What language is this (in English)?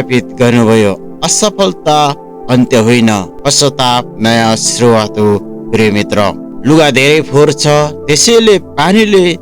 Nepali